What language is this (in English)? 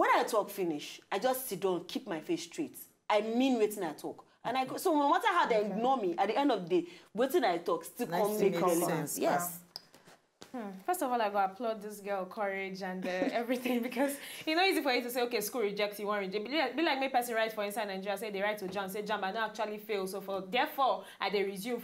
Nigerian Pidgin